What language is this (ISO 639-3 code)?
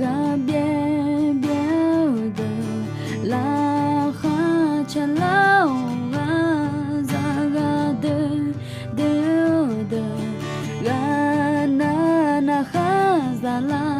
ahk